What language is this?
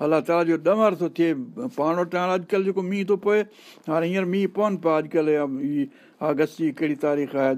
Sindhi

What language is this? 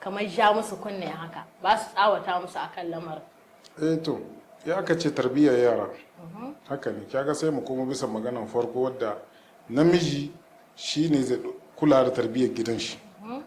Hausa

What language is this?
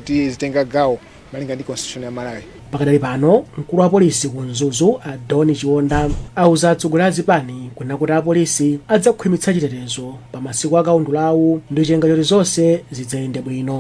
Nyanja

